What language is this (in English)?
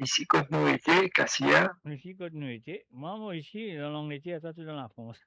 Morisyen